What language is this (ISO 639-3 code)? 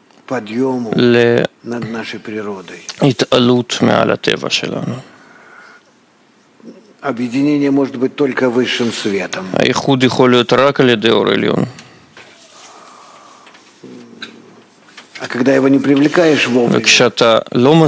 heb